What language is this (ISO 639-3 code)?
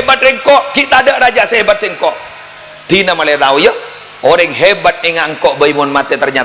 mad